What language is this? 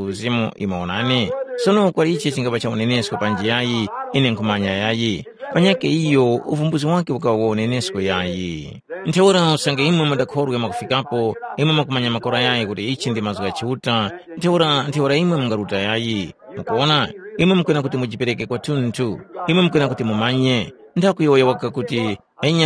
Tumbuka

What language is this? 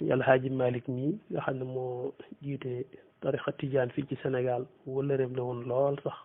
Wolof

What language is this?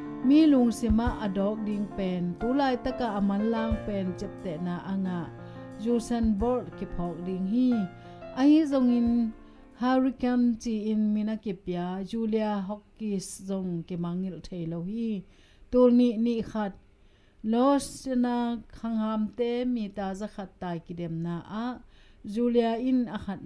Tedim Chin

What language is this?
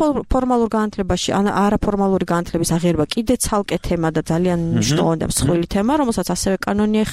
Georgian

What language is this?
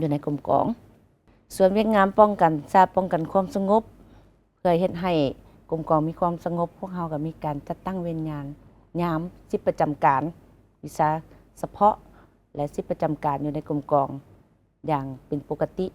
Lao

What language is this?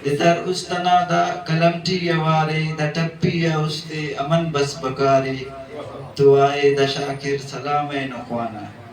Brahui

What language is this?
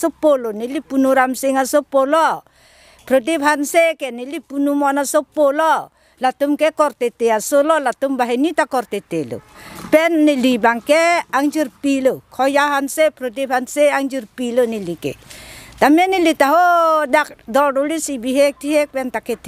Karbi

